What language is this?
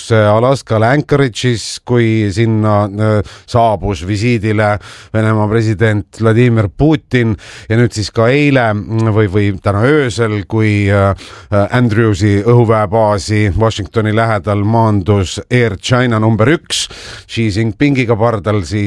Estonian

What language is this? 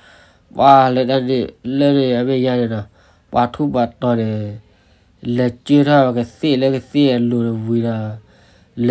S'gaw Karen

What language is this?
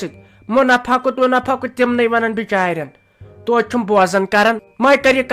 Kashmiri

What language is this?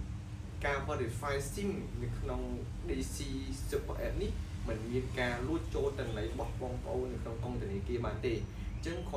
Khmer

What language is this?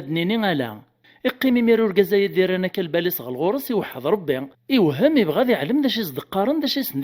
Kabyle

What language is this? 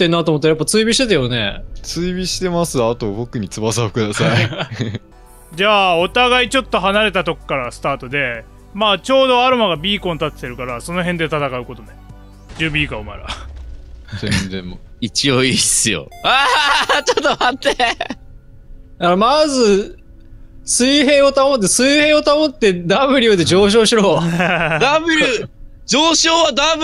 Japanese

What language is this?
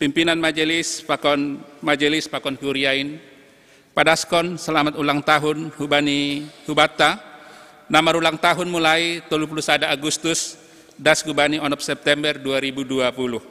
Batak Simalungun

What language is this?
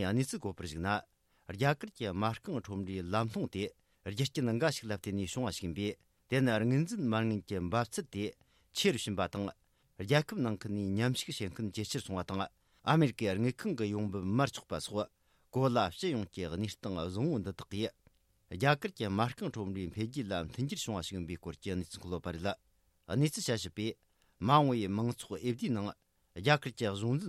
Tibetan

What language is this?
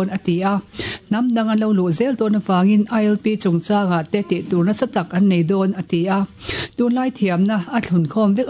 Mizo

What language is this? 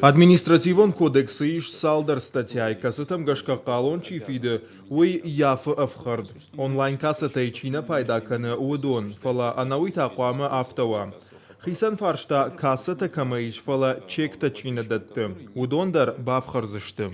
Ossetic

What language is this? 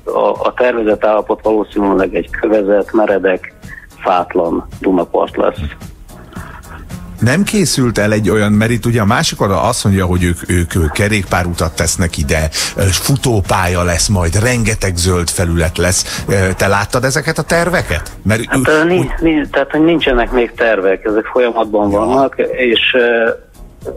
Hungarian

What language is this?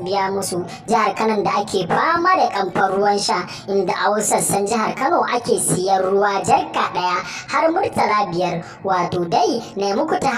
Hausa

